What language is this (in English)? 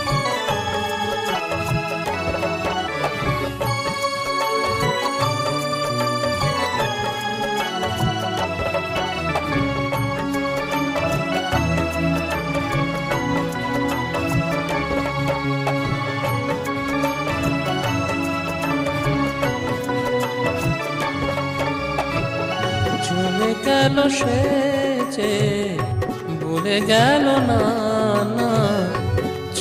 Bangla